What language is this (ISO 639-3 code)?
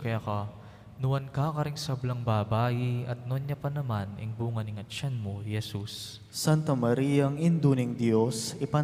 pam